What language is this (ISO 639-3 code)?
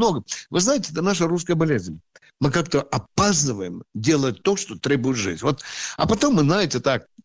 rus